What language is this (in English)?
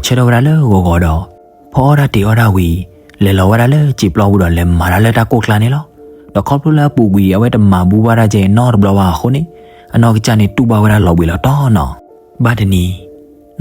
S'gaw Karen